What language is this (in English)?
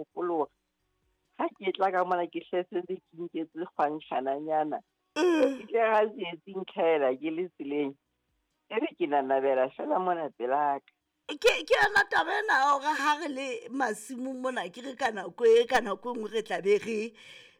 Southern Sotho